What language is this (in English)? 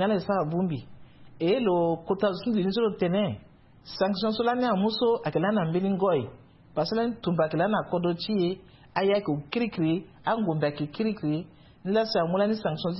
Sango